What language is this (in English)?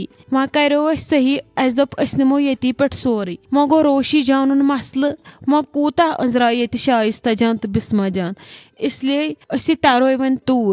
Kashmiri